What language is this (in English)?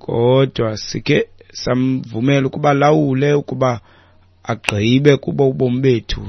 Xhosa